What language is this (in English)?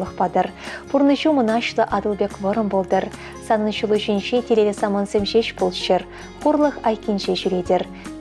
Chuvash